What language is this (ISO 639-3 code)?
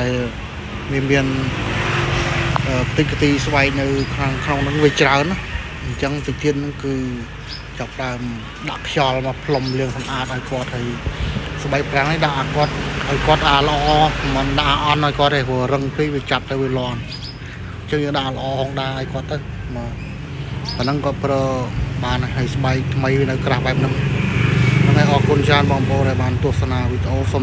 khm